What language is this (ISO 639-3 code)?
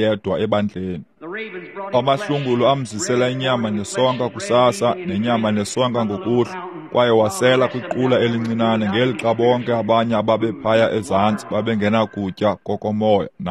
xho